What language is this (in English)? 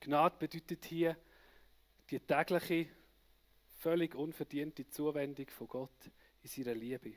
Swiss German